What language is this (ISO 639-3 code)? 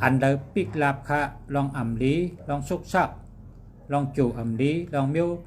shn